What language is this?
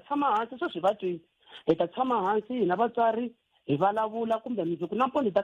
Tsonga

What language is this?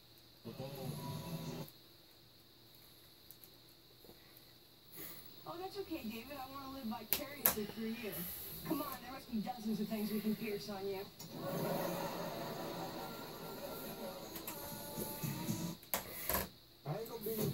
English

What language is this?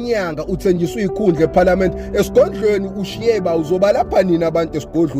Zulu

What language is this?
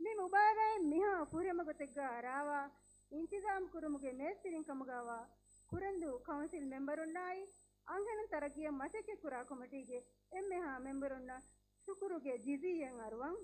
Divehi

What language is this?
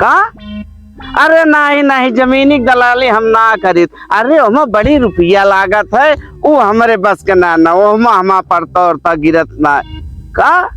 Awadhi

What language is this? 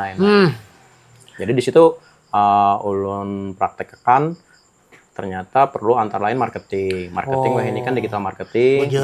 Banjar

